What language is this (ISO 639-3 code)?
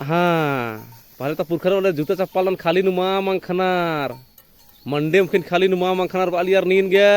kru